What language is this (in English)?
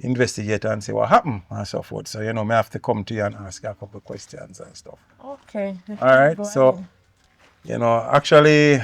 Jamaican Creole English